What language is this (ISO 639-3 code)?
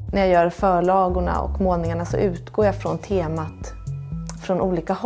swe